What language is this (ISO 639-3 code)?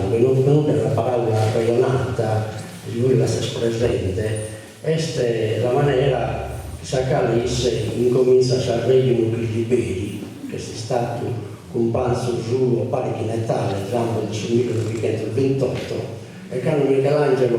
srd